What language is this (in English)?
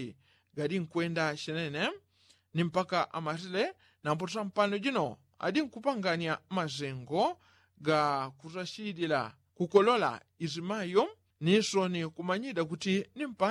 Yao